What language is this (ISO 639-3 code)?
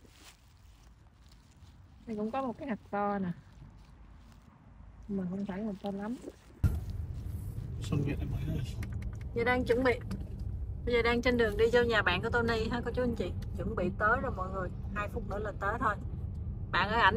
vie